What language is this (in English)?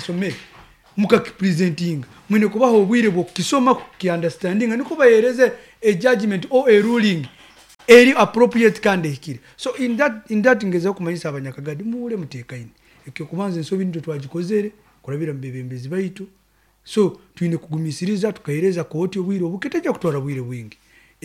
Nyoro